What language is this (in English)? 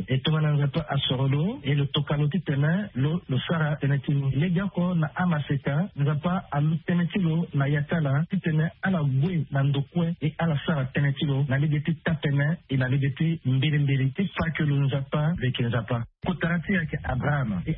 Sango